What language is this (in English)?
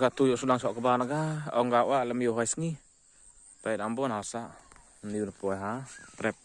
Khasi